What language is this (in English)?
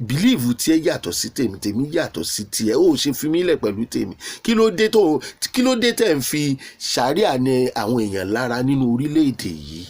Yoruba